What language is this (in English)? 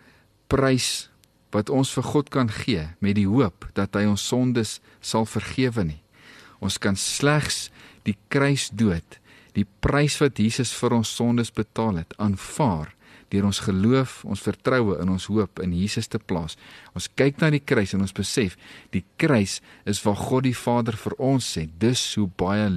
Afrikaans